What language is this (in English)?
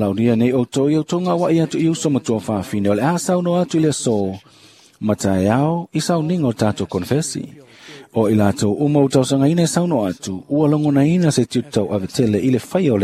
Samoan